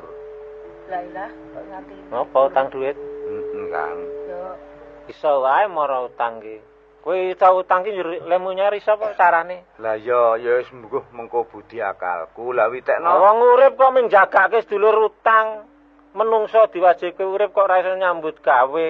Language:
Javanese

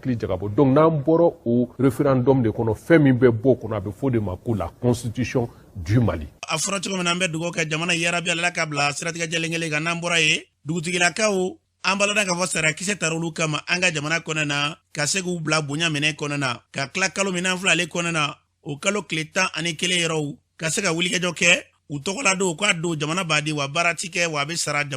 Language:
Bambara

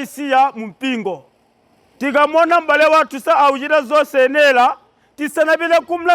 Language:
Nyanja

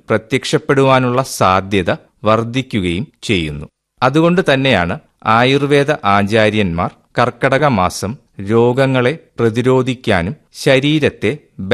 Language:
Malayalam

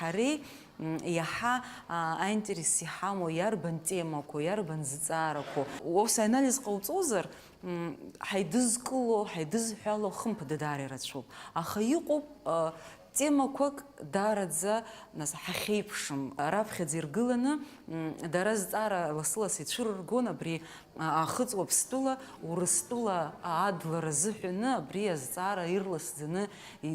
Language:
Abkhazian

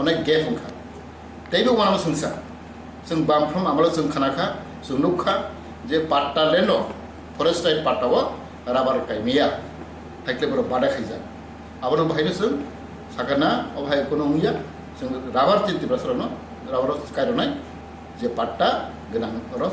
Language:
Kok Borok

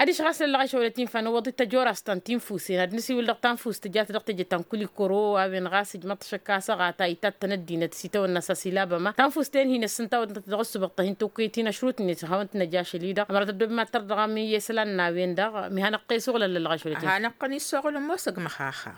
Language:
Tamasheq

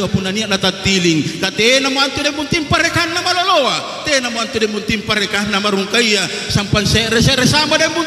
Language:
Makasar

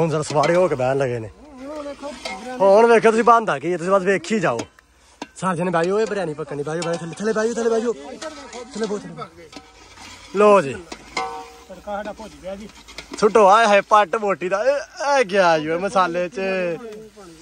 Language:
Punjabi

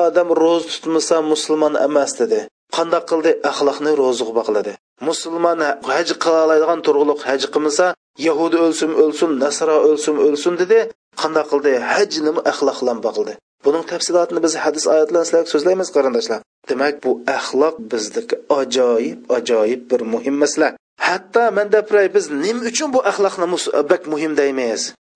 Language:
Uyghur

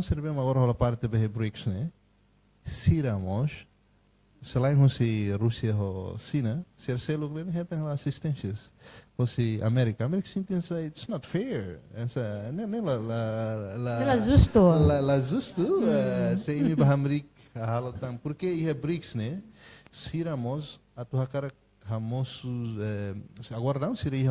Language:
Tetum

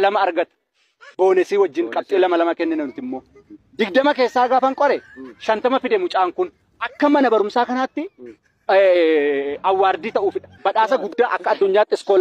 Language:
Oromo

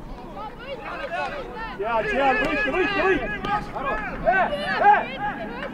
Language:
Estonian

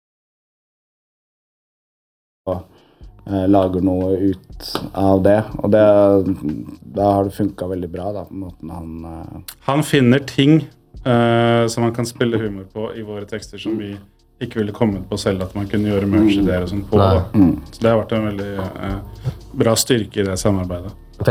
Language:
Norwegian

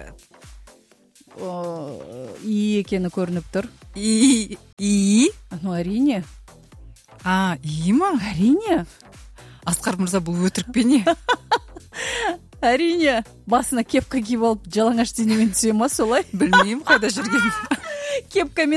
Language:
Kazakh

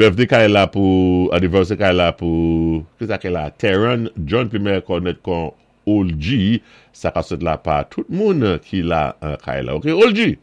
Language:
Saint Lucian Creole French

